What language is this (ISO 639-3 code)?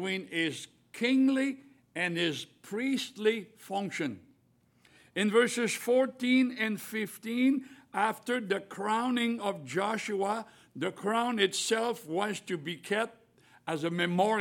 eng